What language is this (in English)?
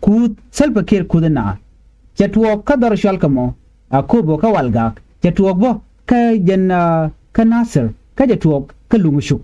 Nuer